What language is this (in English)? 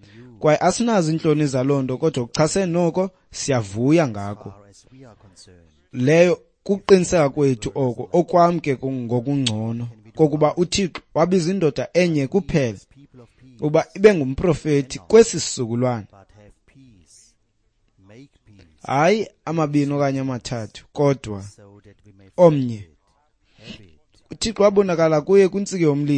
Xhosa